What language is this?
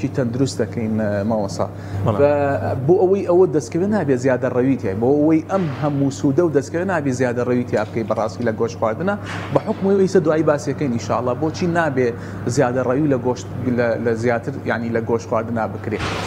Central Kurdish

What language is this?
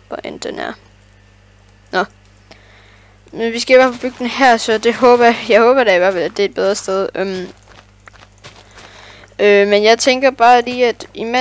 Danish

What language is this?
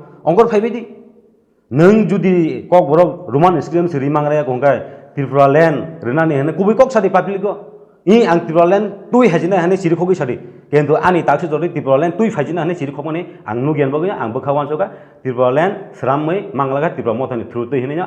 Kok Borok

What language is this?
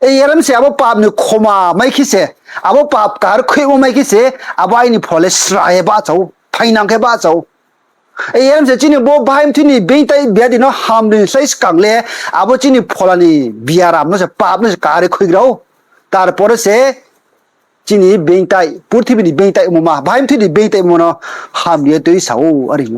Riang (India)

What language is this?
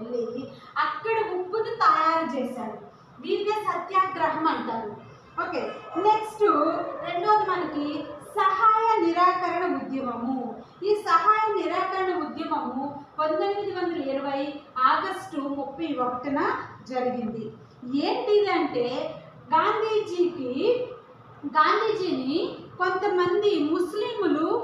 Telugu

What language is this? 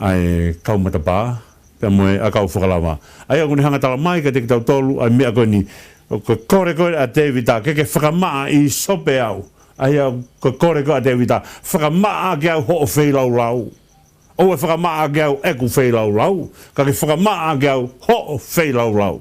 Tongan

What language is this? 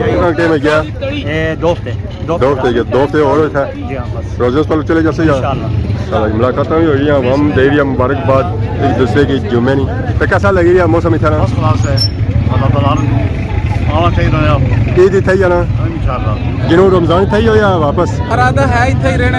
Pahari-Potwari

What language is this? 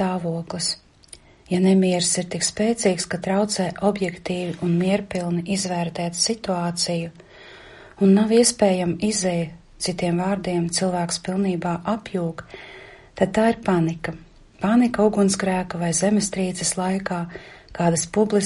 Latvian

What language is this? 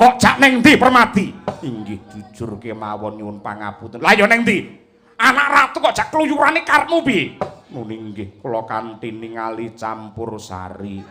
Javanese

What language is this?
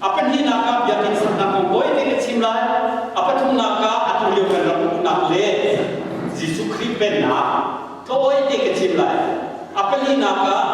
Hakha Chin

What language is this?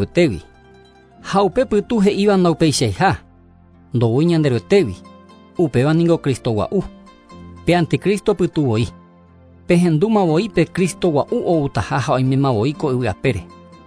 Guarani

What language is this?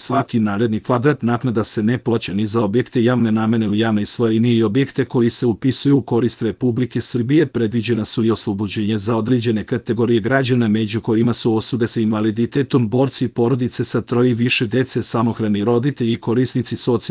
Serbian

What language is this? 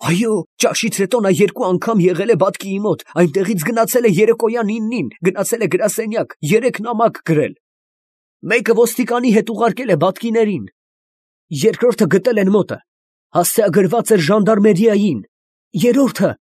Armenian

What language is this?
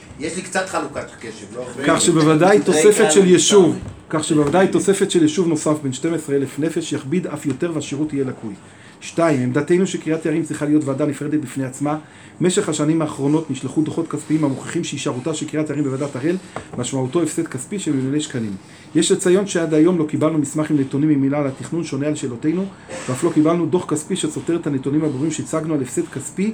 Hebrew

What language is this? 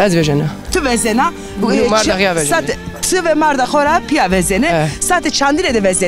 Zaza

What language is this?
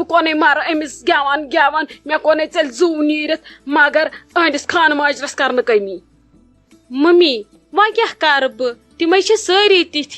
Kashmiri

